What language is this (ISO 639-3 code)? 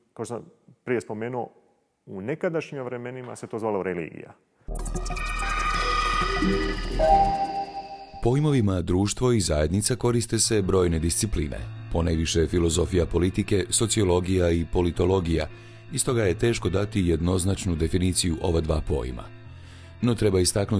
hrv